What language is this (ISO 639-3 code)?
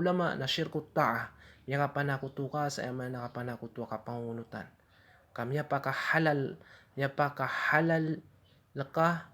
mrw